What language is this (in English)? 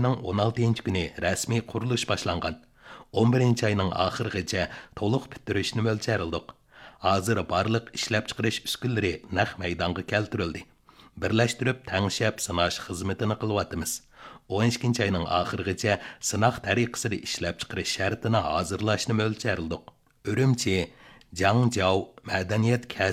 Uyghur